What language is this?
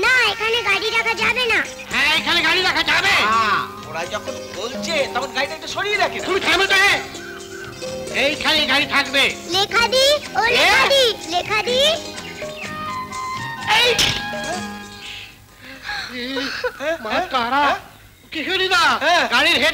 Bangla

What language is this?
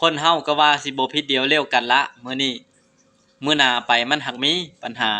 Lao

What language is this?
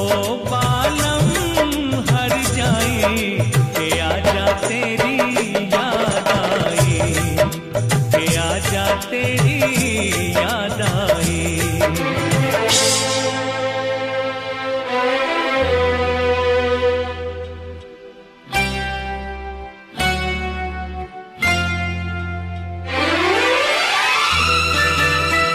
Hindi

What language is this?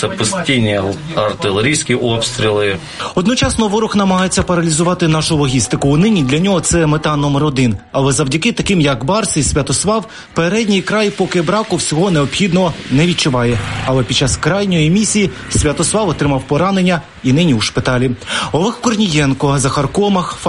Ukrainian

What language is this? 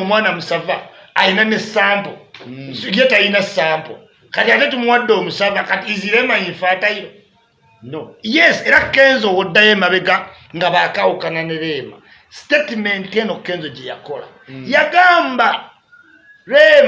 Ganda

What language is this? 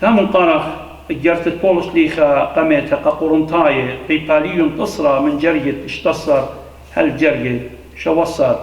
Assyrian Neo-Aramaic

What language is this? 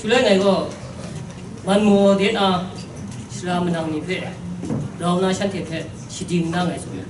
Kachin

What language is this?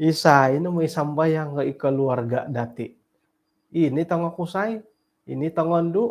Central Dusun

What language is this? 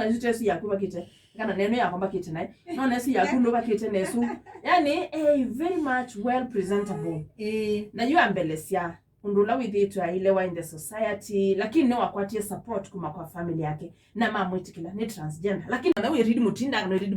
Kamba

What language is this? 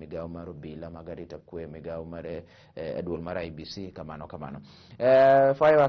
Luo (Kenya and Tanzania)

